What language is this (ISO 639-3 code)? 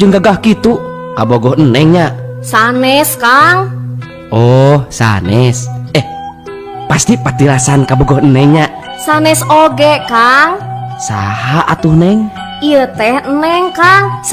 sun